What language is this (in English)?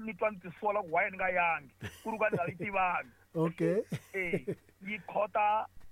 Tsonga